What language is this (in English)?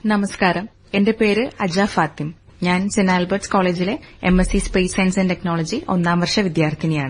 Malayalam